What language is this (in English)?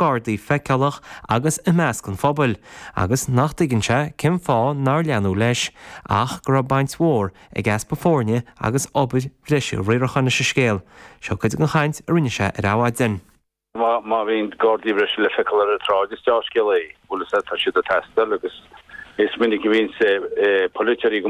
Irish